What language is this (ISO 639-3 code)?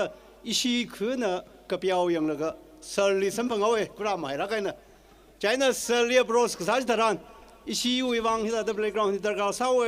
nmf